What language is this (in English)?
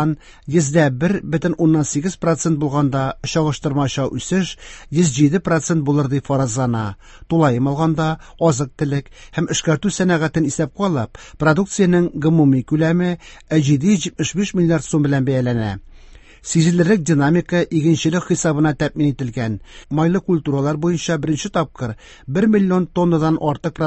Tatar